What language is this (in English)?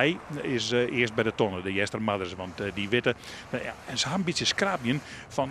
Western Frisian